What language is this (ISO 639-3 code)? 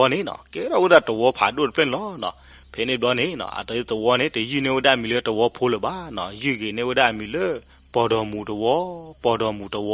ksw